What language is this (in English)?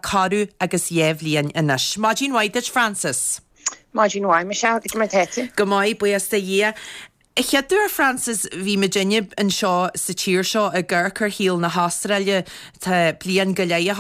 Irish